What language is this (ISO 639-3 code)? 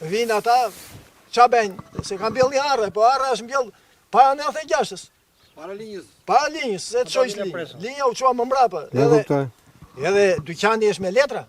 sqi